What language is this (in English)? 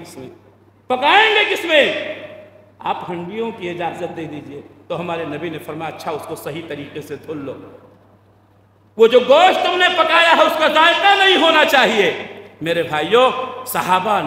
Urdu